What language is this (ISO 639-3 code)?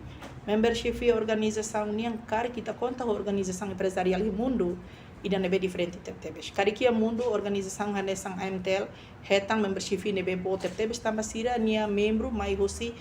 tet